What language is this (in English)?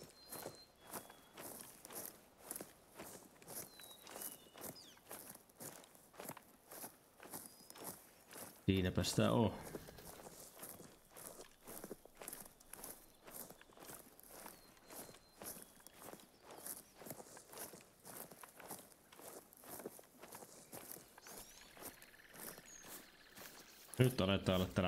Finnish